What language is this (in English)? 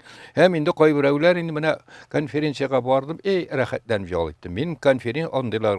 Tatar